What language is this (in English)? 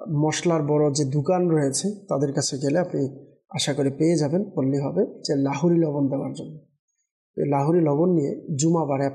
Bangla